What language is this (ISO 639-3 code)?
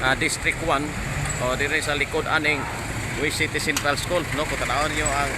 ceb